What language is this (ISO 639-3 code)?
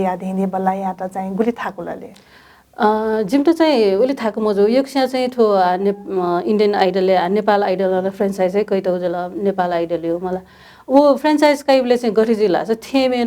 new